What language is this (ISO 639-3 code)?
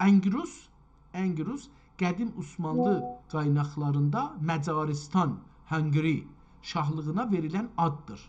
azb